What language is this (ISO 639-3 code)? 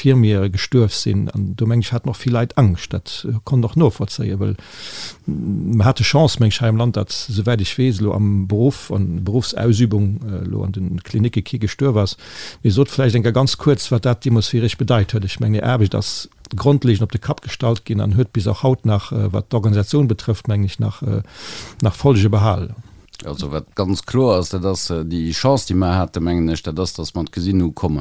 ltz